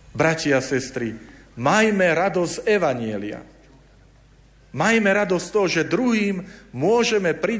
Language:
Slovak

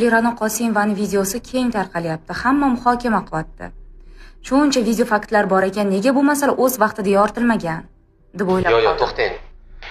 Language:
Uzbek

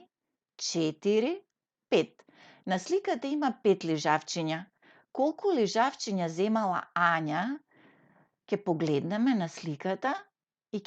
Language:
Macedonian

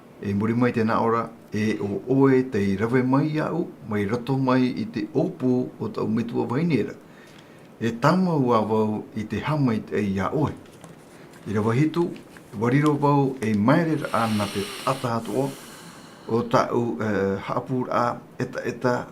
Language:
Tahitian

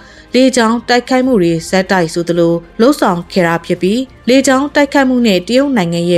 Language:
Burmese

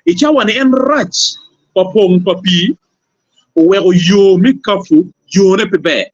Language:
Acoli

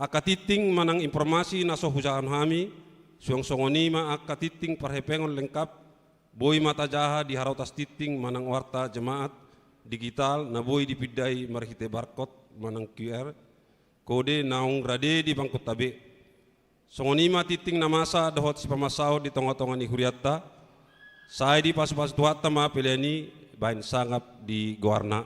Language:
Batak Toba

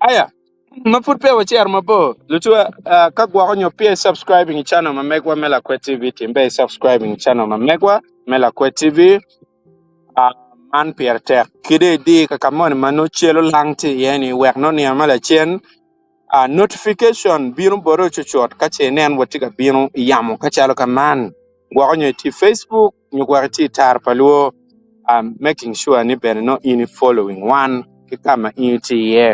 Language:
Acoli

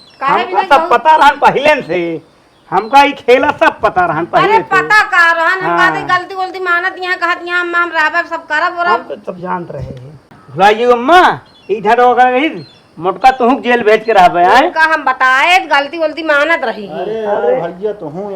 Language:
Awadhi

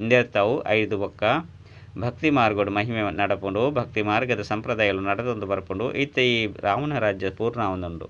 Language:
Tulu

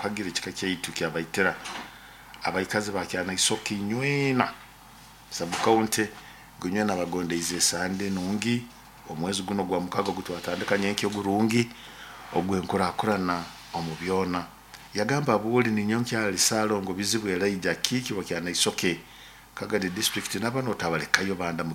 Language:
Nyoro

